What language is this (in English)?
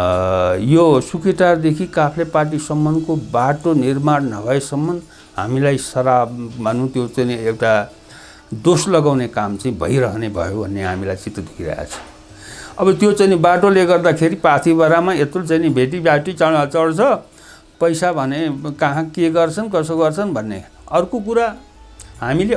Nepali